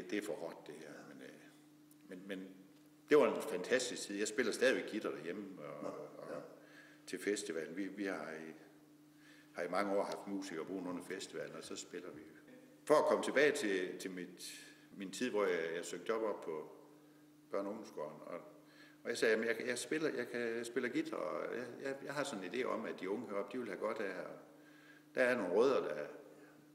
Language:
Danish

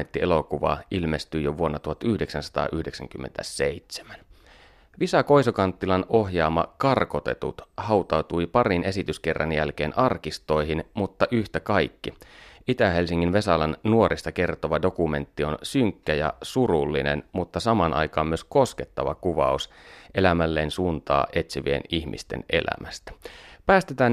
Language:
Finnish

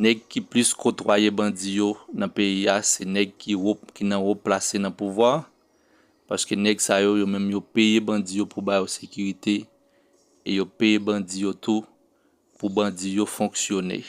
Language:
Haitian Creole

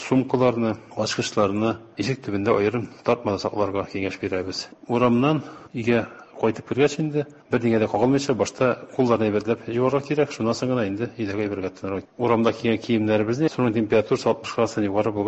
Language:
Tatar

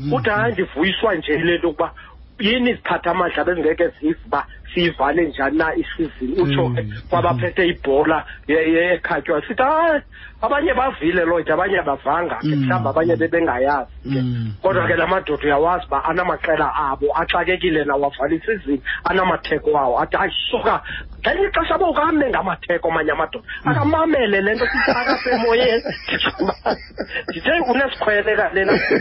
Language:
Xhosa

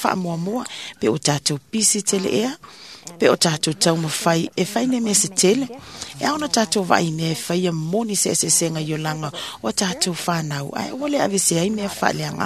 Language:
Samoan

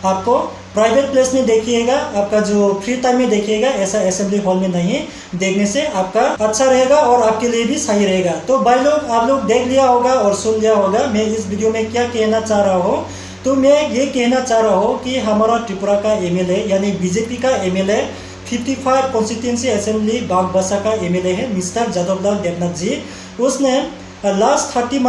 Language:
Riang (India)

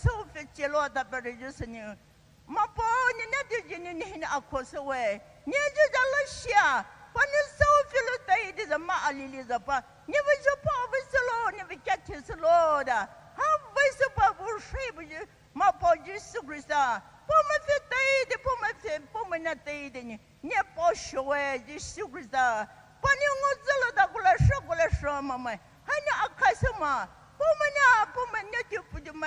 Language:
Poumei Naga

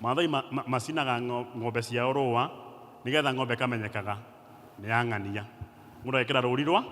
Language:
Kikuyu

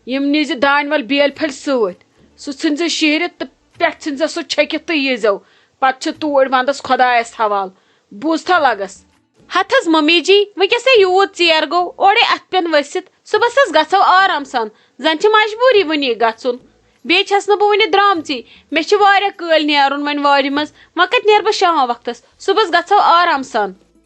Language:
Kashmiri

